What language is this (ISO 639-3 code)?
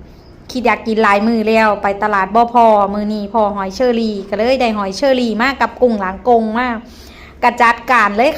tts